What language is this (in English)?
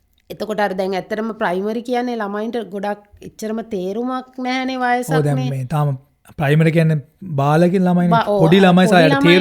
Sinhala